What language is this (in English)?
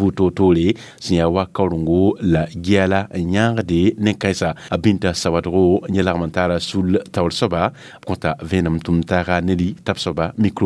Mossi